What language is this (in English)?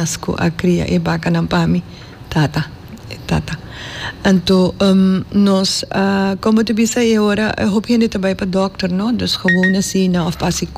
Papiamento